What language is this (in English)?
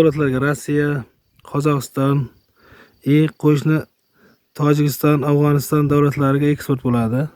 Uzbek